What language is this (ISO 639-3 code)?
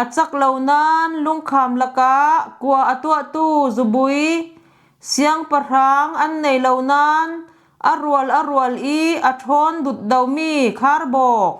cfm